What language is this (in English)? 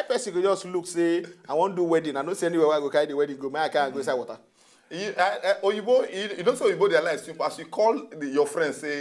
Nigerian Pidgin